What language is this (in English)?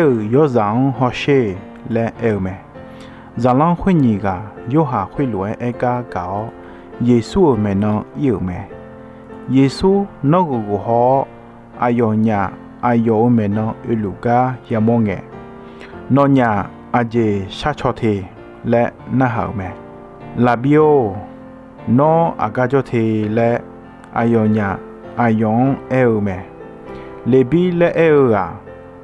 Akha